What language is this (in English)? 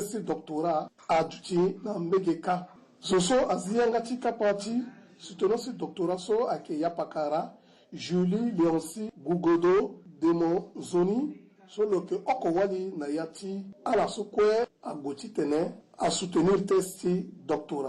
Sango